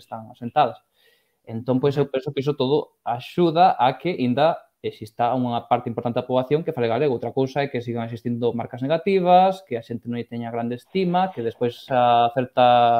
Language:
Galician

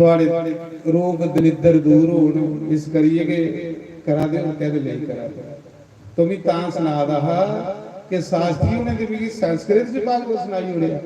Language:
Dogri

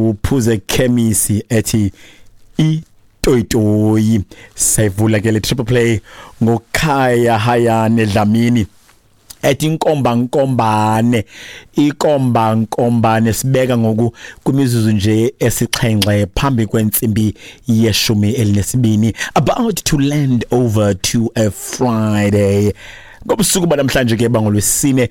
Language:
Xhosa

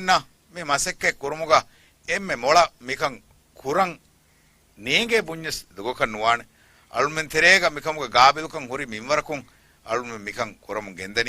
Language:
Divehi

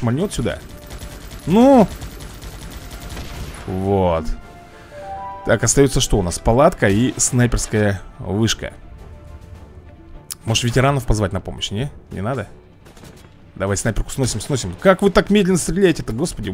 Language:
Russian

